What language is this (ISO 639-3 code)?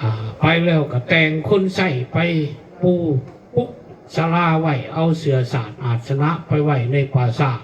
lao